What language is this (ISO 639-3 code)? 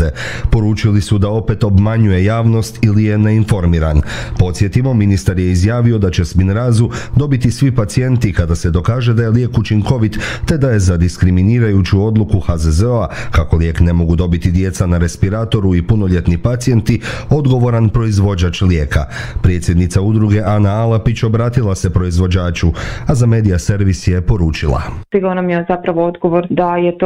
hrv